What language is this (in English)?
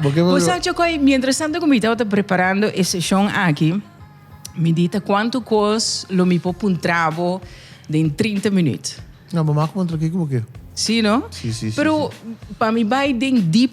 Papiamento